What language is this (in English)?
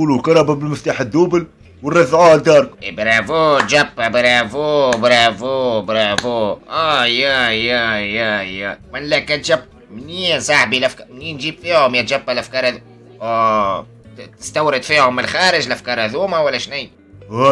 Tunisian Arabic